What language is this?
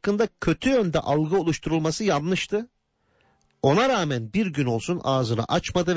Turkish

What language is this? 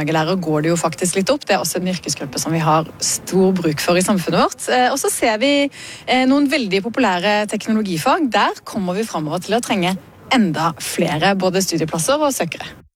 Norwegian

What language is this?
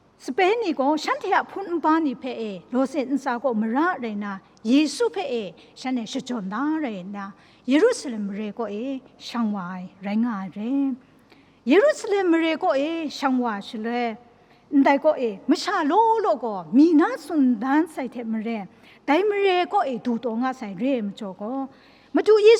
Kachin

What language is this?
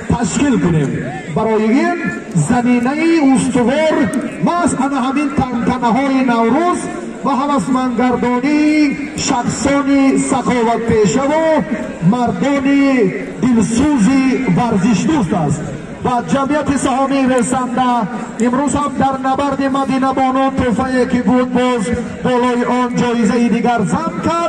Tajik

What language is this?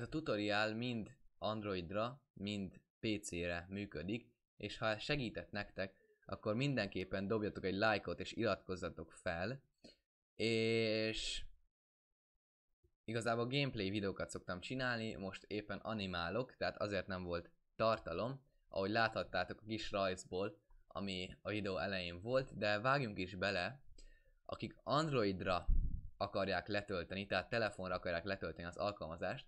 Hungarian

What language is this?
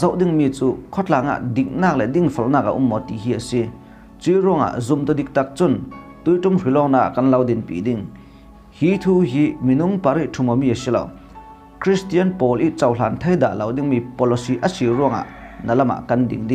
Falam Chin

